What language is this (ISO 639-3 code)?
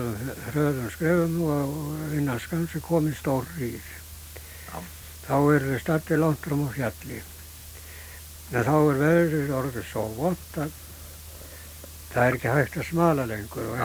isl